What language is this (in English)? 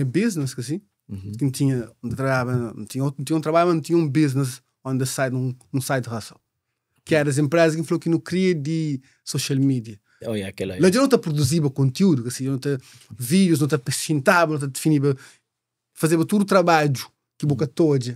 Kabuverdianu